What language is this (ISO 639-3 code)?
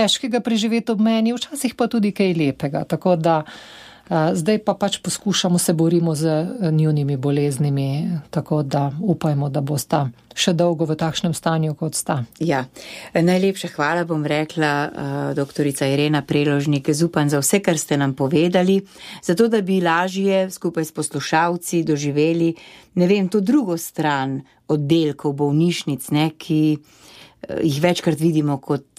slv